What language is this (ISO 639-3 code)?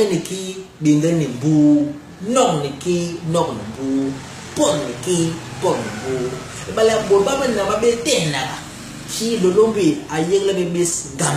bas